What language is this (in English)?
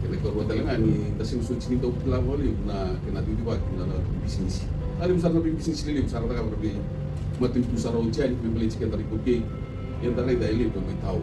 Fijian